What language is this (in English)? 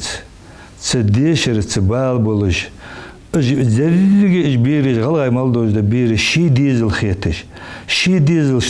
Ingush